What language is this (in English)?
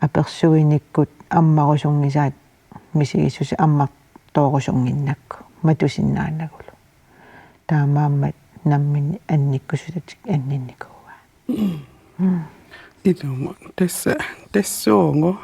Kalaallisut